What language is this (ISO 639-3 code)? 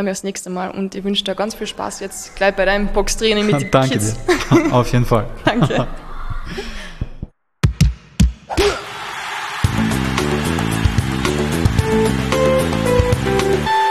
deu